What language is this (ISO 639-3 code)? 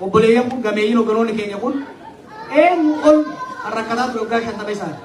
orm